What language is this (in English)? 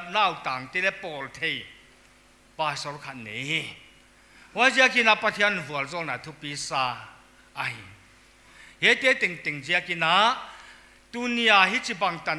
Paite Chin